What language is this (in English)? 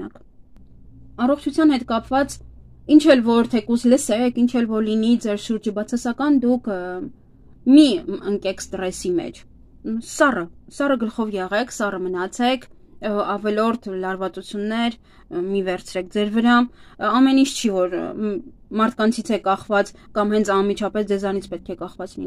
Armenian